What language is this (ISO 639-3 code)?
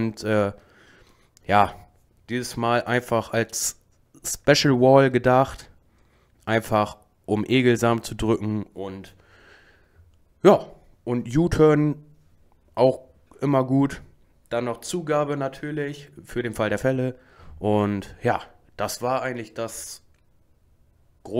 deu